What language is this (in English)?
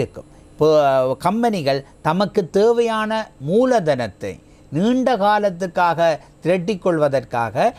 Tamil